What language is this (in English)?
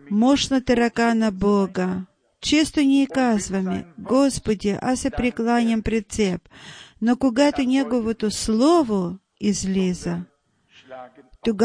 Bulgarian